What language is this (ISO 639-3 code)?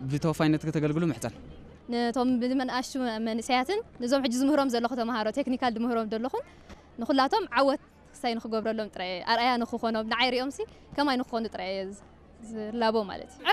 tir